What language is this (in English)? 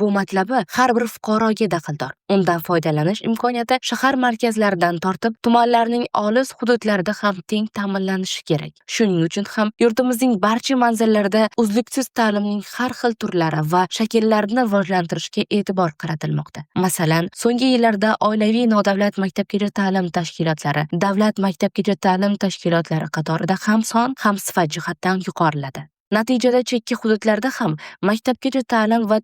Uzbek